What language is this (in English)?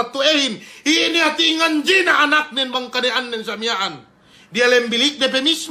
Yakan